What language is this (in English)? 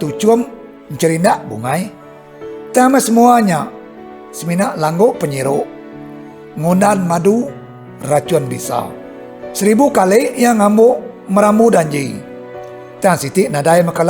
Iban